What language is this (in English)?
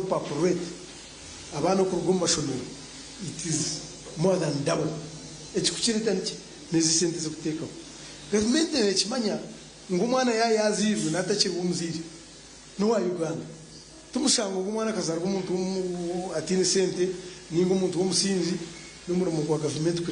Nyankole